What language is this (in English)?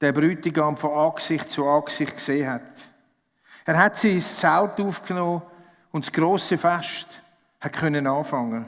Swiss German